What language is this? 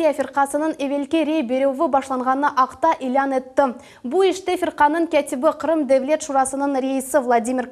Crimean Tatar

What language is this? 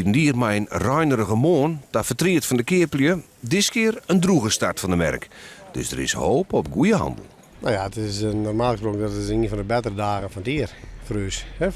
Western Frisian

